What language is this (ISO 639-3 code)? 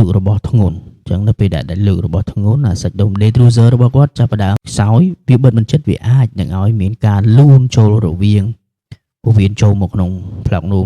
khm